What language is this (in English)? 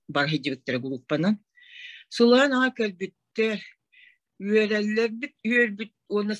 Yakut